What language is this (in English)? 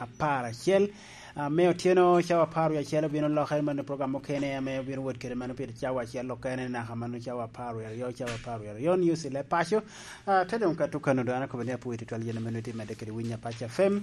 Lango (Uganda)